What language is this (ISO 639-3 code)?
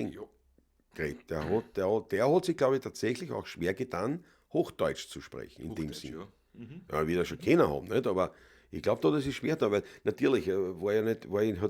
bar